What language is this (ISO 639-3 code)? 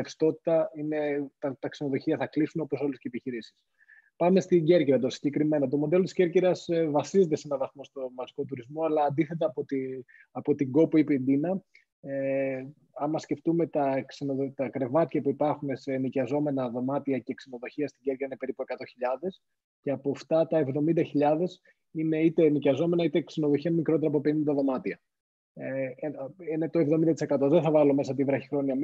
ell